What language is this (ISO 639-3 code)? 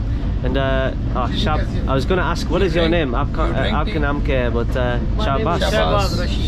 eng